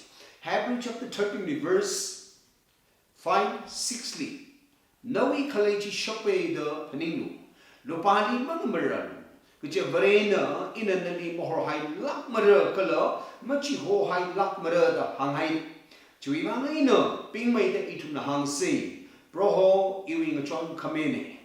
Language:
Tangkhul Naga (India)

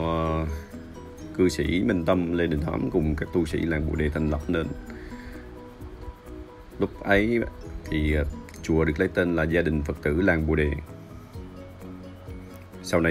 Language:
Vietnamese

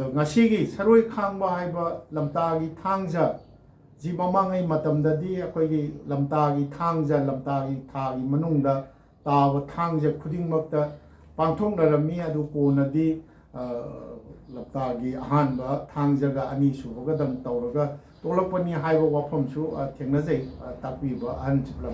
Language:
Manipuri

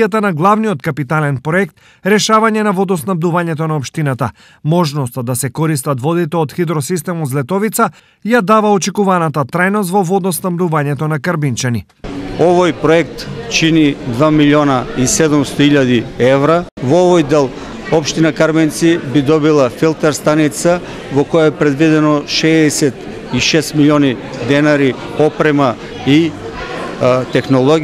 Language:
Macedonian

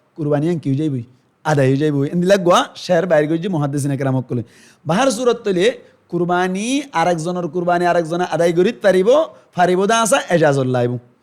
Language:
Rohingya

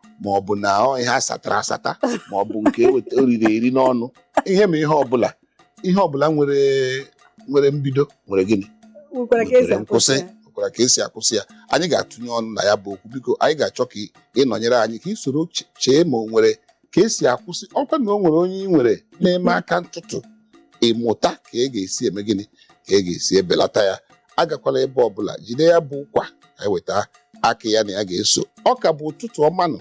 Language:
Igbo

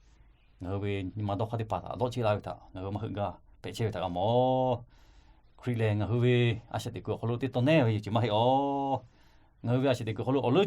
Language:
Lahu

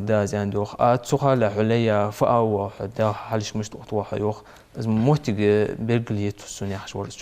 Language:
Ingush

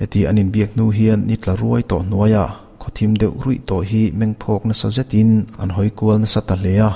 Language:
Mizo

